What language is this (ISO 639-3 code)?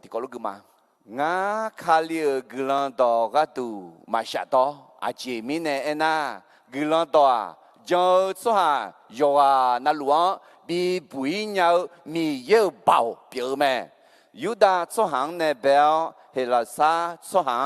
ahk